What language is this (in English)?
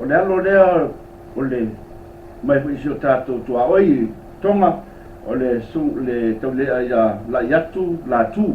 Samoan